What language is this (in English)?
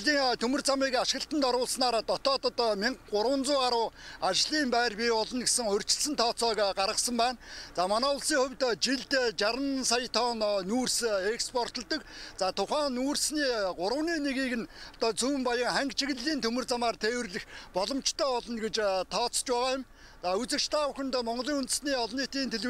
Mongolian